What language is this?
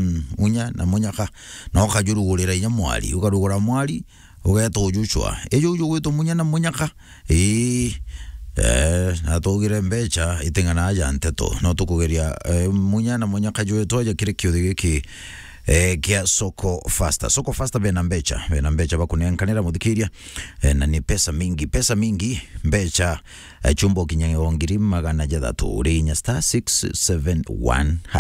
Meru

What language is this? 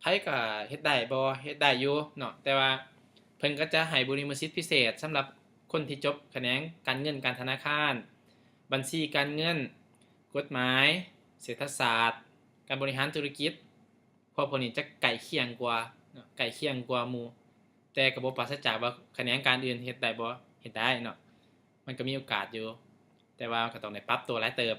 Lao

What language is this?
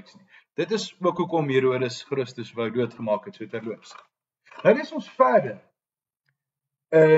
Afrikaans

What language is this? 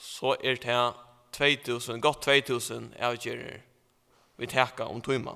Faroese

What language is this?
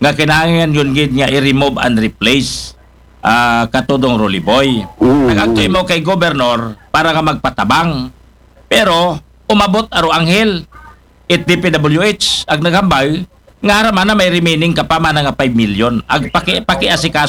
Aklanon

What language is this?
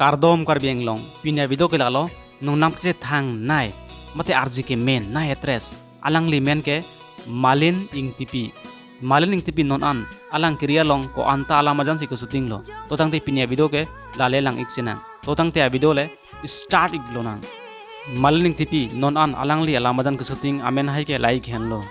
Karbi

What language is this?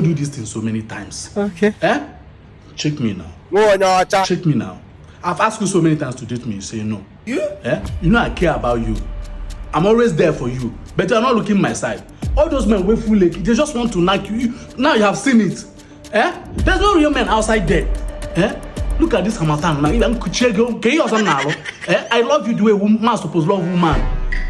Nigerian Pidgin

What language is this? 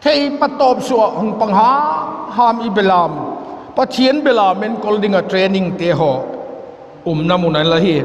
Vaiphei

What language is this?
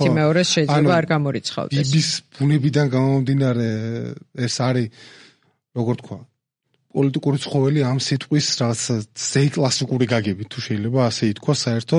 Georgian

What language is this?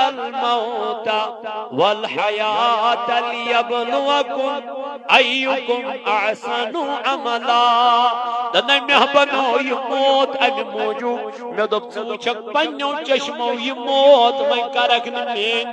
Kashmiri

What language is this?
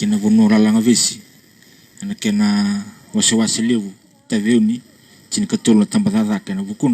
Fijian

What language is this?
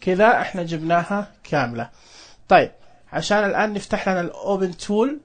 Najdi Arabic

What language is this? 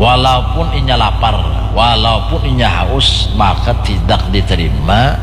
Banjar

